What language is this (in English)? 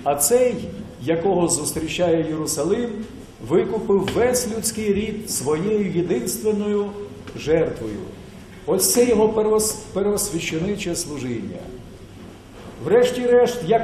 Ukrainian